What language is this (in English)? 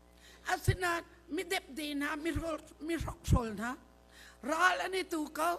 Hakha Chin